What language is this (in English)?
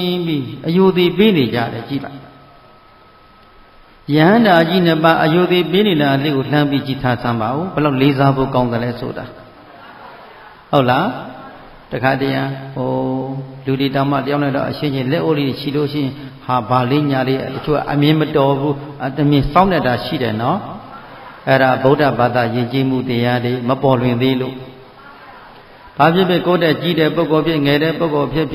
Burmese